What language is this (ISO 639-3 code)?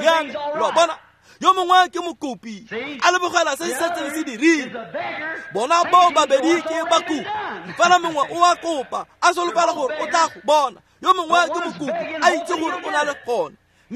tsn